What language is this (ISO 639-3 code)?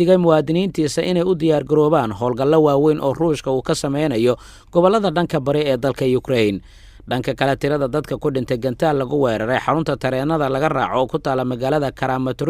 som